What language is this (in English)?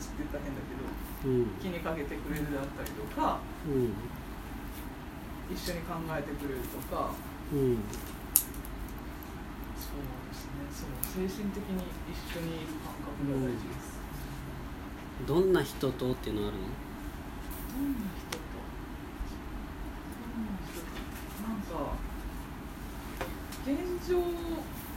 Japanese